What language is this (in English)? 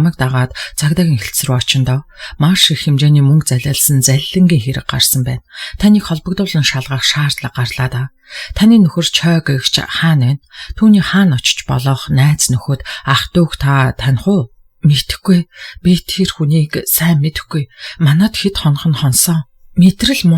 Mongolian